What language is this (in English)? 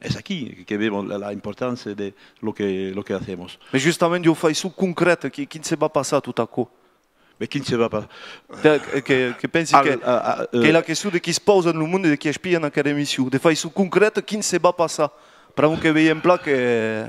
Occitan